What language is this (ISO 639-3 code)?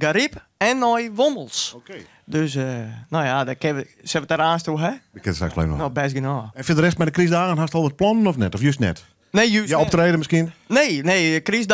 fry